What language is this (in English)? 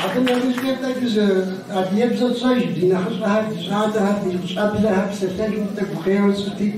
Kabardian